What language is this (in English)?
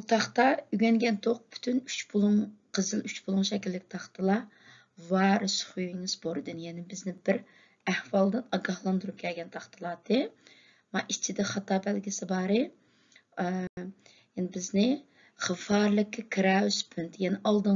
Uyghur